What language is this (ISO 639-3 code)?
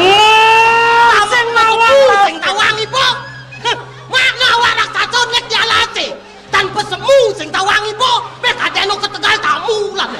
ban